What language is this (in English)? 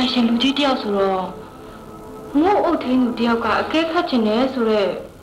Burmese